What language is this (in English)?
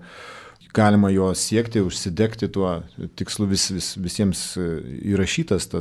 Lithuanian